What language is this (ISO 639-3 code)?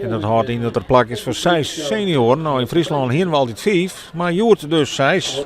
fry